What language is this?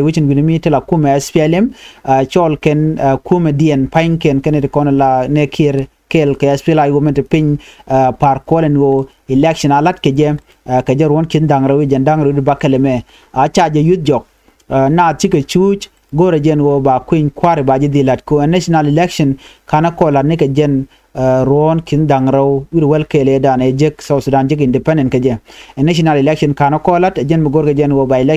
Nuer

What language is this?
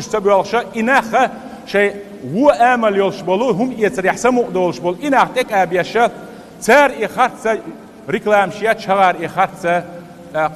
Chechen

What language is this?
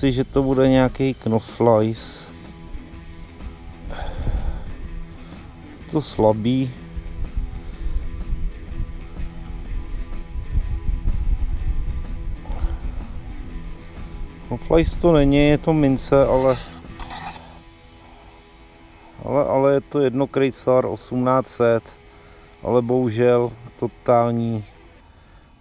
Czech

